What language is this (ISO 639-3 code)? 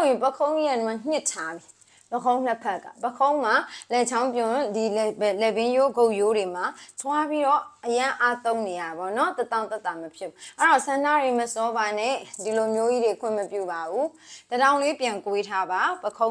mya